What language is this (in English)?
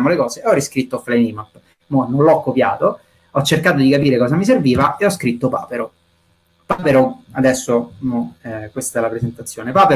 Italian